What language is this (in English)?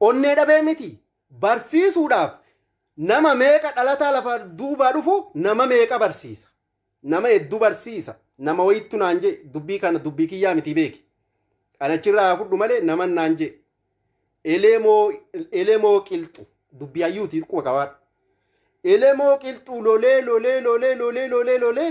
Oromo